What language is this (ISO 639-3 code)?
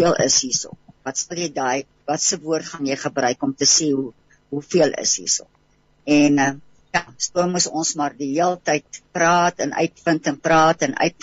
afr